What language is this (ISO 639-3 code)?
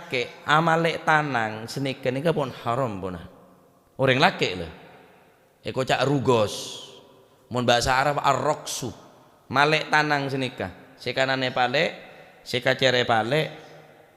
mad